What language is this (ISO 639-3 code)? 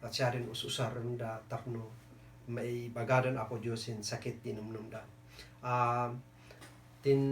kne